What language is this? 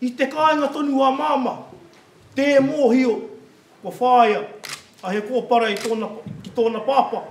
Māori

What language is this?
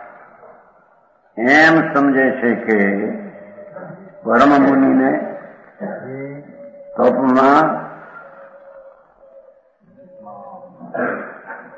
Gujarati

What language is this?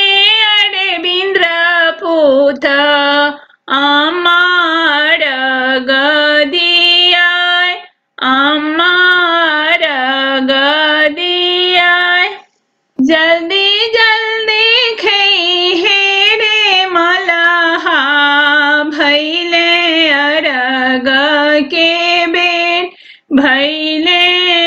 Bhojpuri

